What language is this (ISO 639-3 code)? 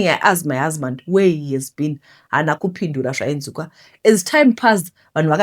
sna